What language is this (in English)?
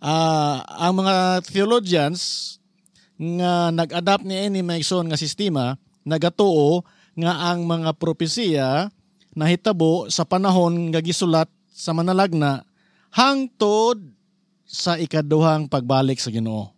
Cebuano